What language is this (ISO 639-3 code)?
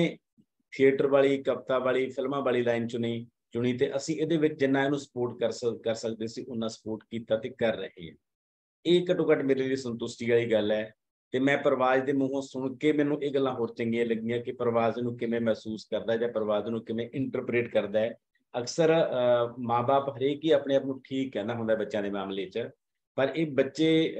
pan